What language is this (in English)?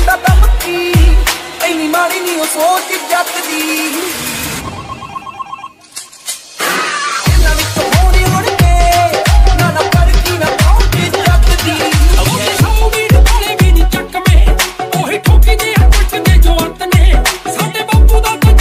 Punjabi